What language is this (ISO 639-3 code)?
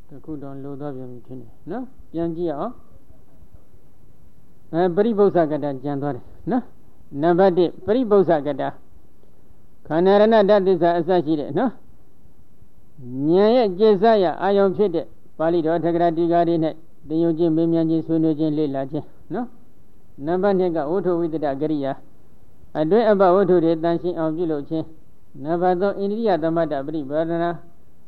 mya